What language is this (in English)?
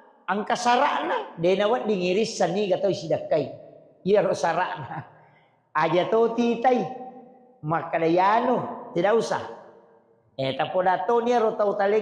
Buginese